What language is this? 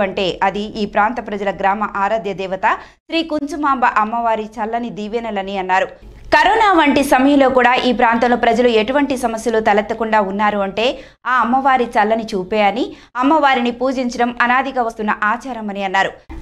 Telugu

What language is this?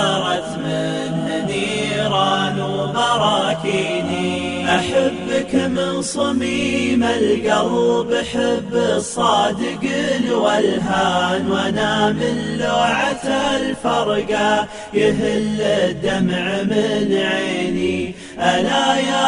Arabic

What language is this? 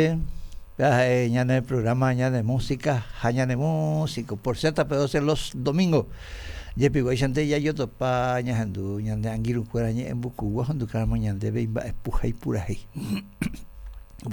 Guarani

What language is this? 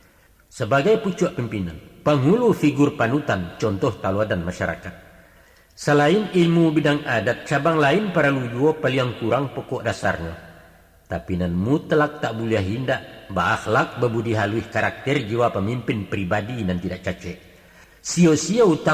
Minangkabau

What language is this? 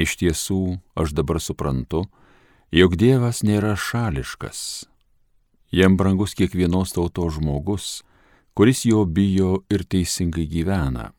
Lithuanian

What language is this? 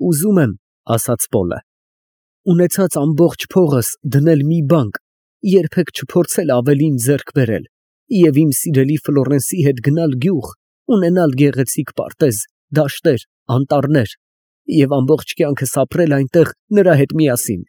Armenian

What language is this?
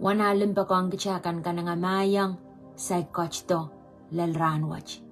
Pohnpeian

